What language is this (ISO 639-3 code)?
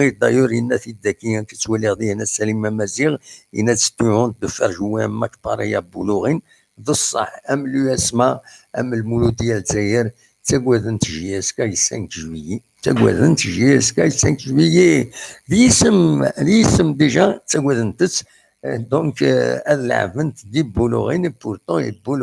kab